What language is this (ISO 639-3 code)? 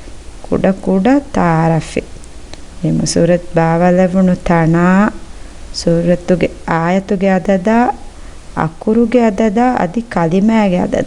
div